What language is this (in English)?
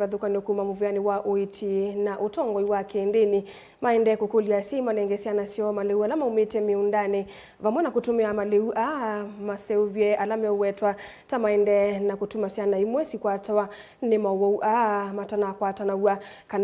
Kamba